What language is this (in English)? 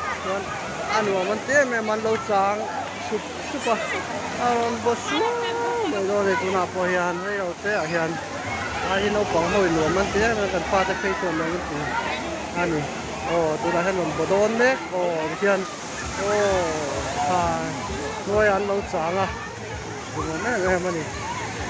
Mizo